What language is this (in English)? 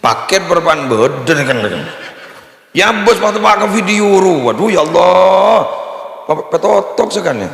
Madurese